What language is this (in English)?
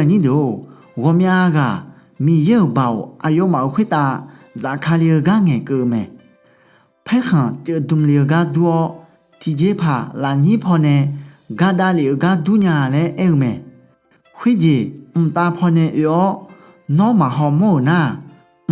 Akha